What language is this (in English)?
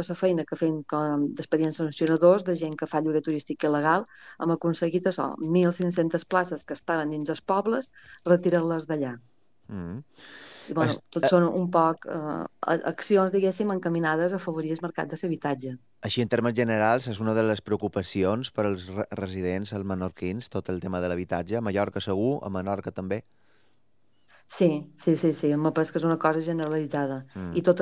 Catalan